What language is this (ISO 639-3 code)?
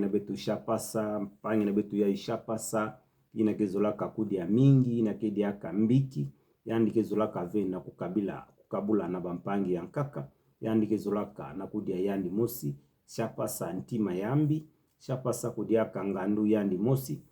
ktu